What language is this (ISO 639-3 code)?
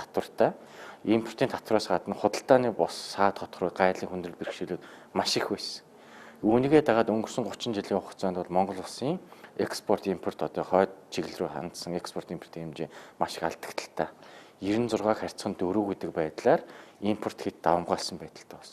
mon